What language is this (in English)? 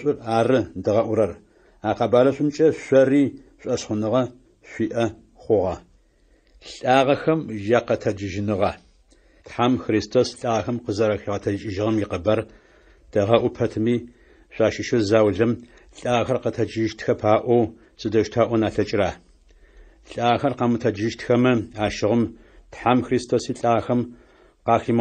Adyghe